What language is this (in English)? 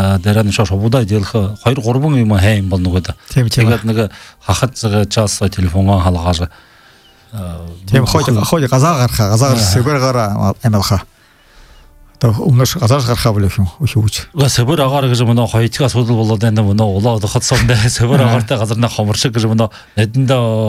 Buriat